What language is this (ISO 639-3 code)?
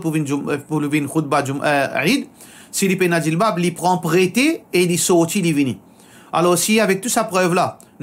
mfe